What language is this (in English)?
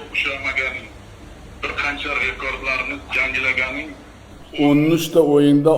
Uzbek